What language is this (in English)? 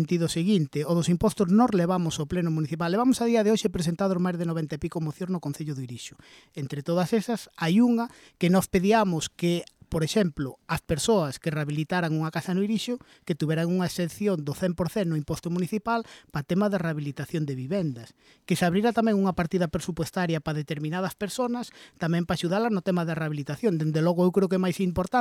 Galician